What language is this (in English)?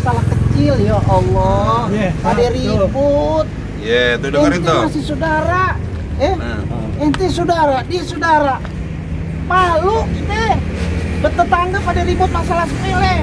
Betawi